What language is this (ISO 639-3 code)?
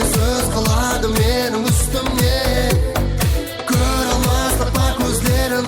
kaa